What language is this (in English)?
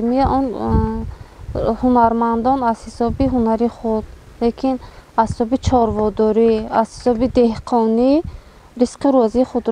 Tajik